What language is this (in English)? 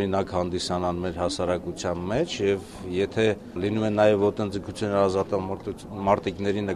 Armenian